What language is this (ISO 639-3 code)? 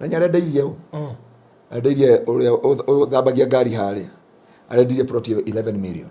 kik